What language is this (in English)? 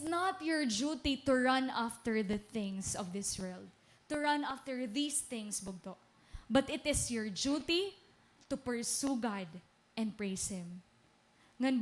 Waray